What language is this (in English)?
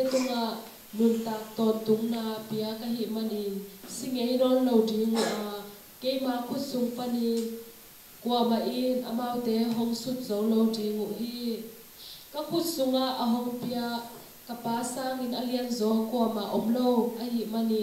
Tedim Chin